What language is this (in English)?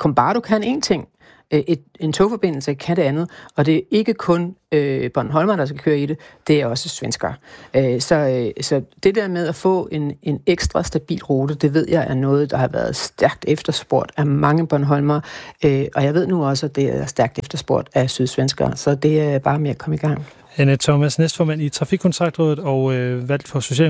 Danish